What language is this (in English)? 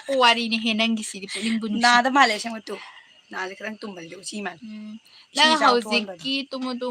Manipuri